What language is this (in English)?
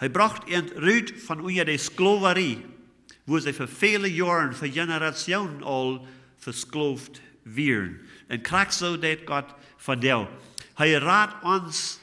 Plautdietsch